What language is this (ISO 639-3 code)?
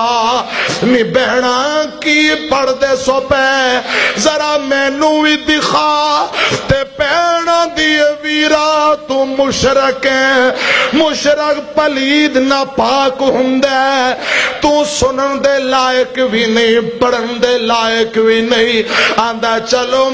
lah